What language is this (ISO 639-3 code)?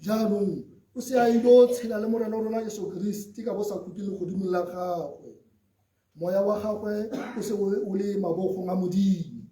tsn